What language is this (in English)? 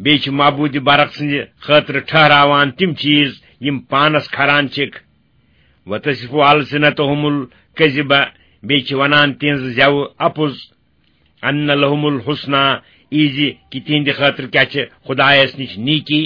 Kashmiri